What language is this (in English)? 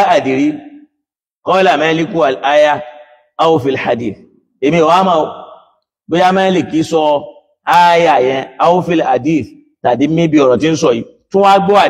Yoruba